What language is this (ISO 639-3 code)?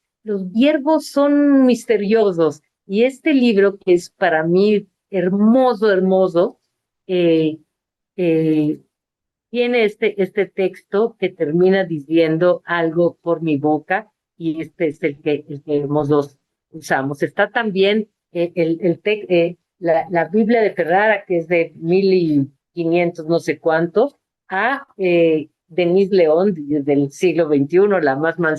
lad